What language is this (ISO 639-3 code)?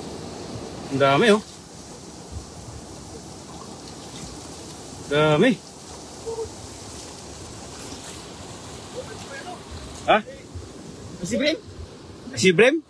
fil